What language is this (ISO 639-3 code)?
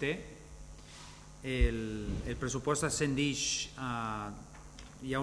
cat